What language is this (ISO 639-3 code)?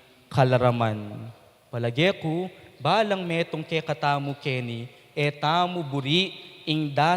pam